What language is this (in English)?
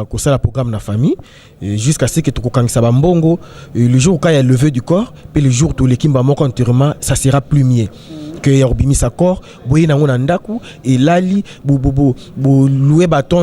Lingala